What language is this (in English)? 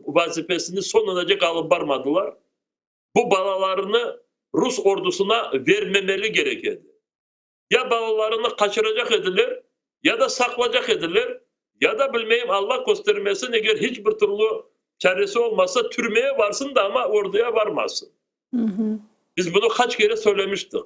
Crimean Tatar